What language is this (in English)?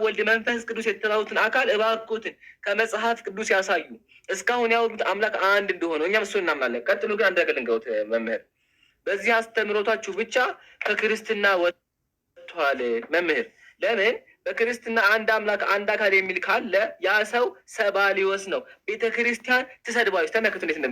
Amharic